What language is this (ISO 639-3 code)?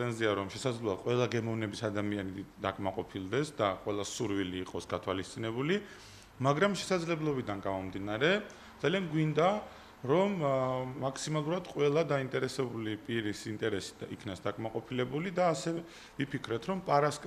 kat